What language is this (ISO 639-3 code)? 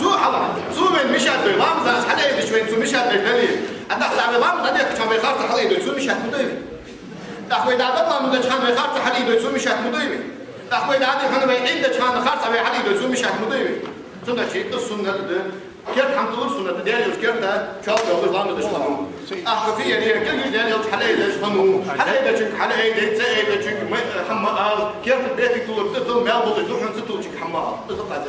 inh